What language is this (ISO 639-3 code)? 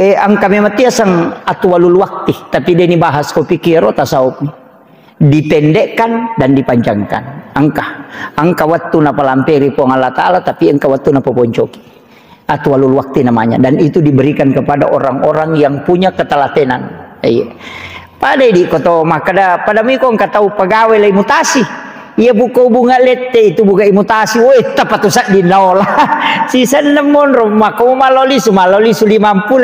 bug